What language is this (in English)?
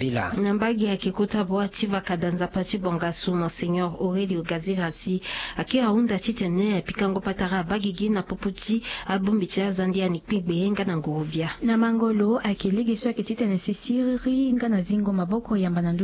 Sango